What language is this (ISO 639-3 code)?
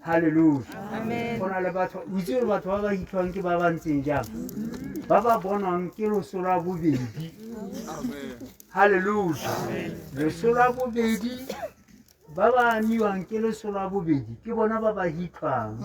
tsn